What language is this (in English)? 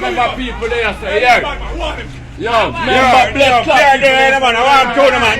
Jamaican Creole English